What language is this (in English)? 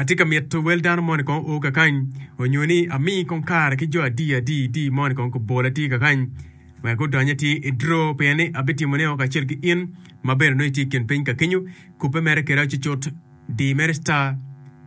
Acoli